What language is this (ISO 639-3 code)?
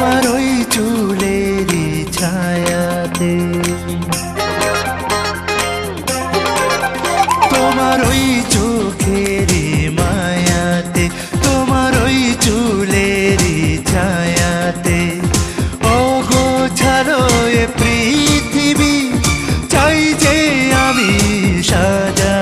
ben